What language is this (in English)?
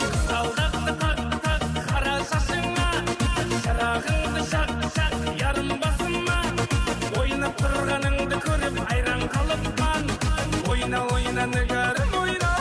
Kara-Kalpak